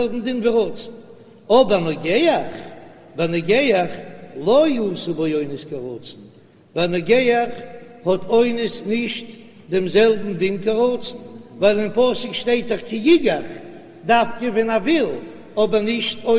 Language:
Yiddish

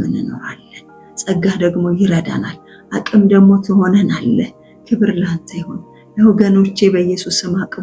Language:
Amharic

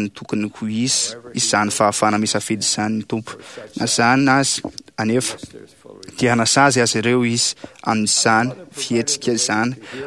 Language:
Malagasy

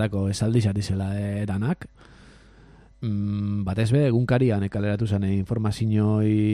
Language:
Basque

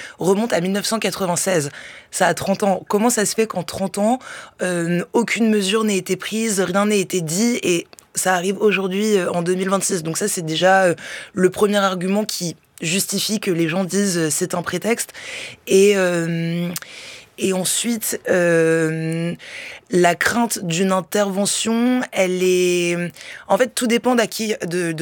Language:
French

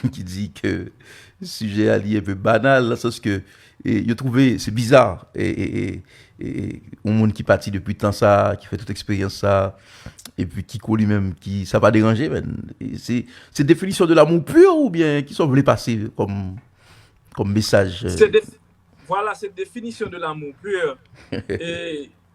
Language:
Haitian Creole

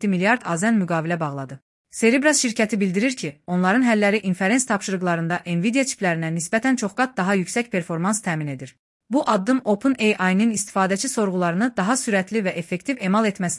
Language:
Azerbaijani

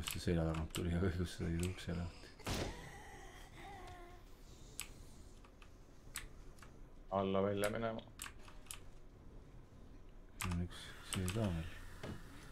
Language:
Estonian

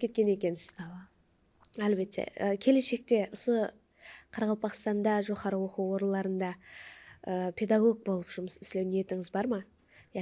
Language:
Kara-Kalpak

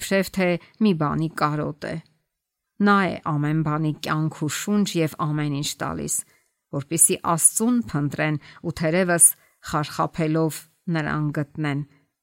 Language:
Armenian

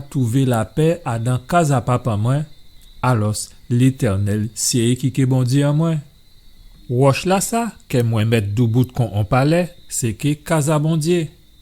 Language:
Guadeloupean Creole French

